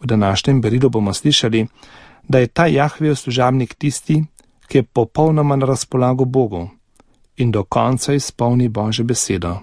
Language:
Slovenian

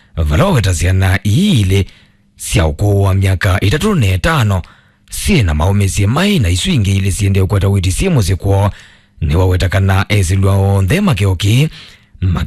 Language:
Kamba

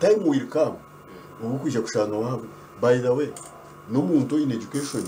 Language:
Nyankole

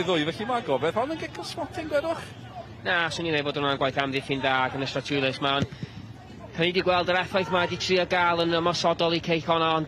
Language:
Welsh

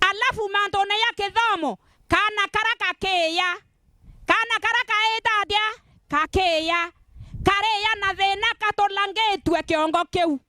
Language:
Meru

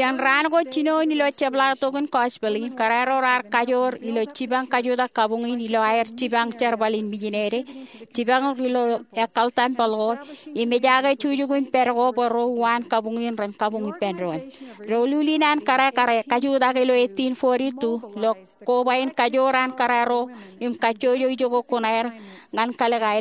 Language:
Marshallese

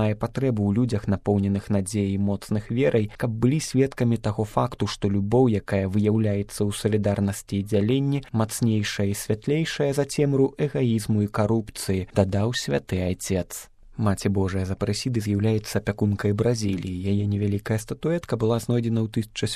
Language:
Belarusian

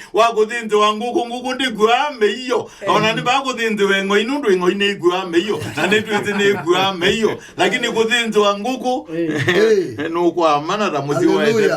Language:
Kamba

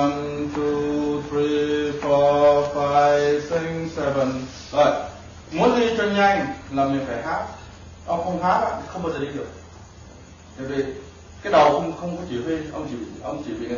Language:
Vietnamese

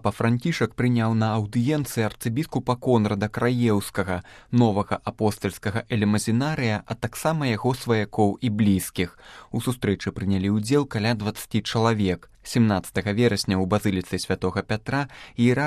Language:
Belarusian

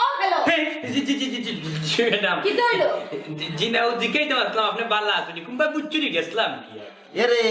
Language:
Sylheti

